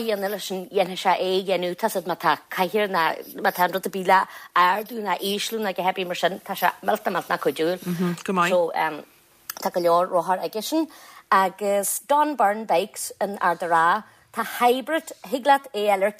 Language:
Irish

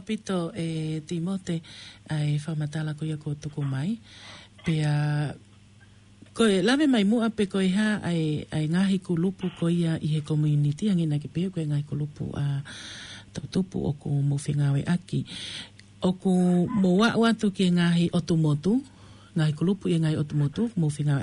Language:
Tongan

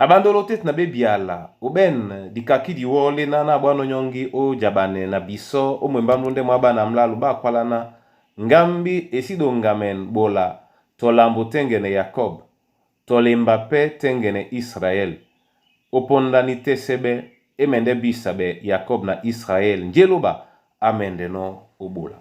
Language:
Duala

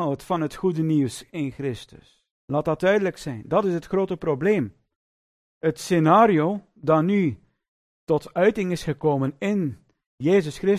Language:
Dutch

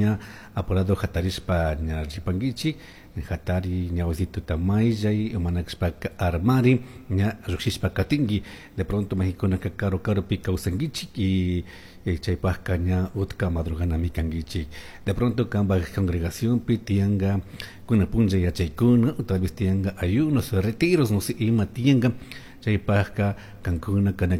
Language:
Chimborazo Highland Quichua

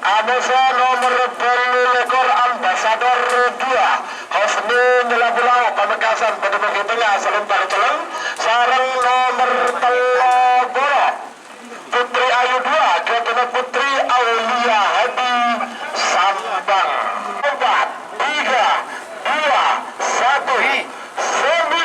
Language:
Madurese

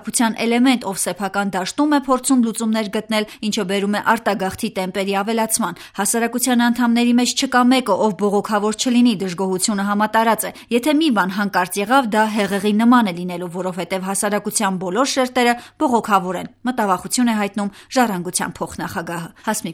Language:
Armenian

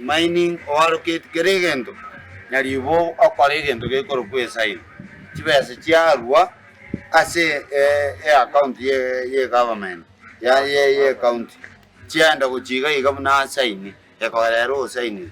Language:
Gusii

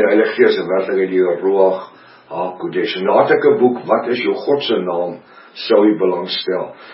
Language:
Afrikaans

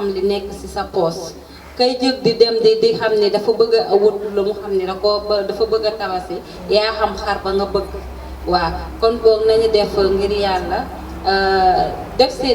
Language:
Wolof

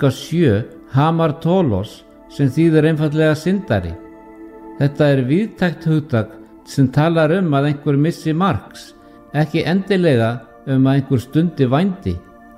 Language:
Icelandic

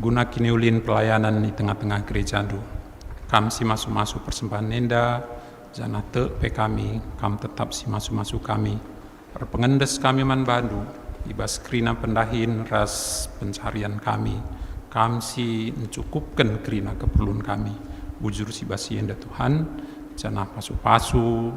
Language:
Batak Karo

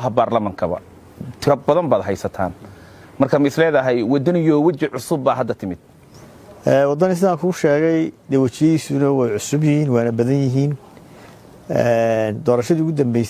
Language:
Somali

